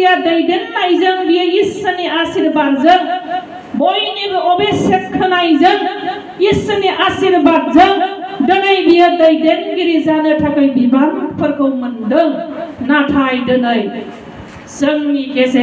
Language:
Bodo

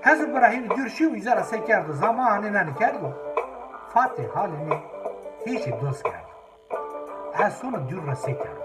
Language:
Zaza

